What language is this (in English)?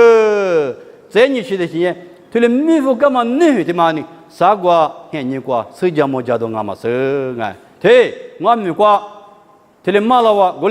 Lisu